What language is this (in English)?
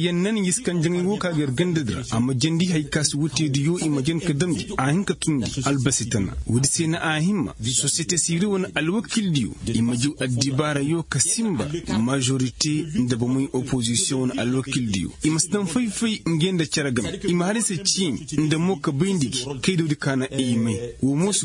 Koyraboro Senni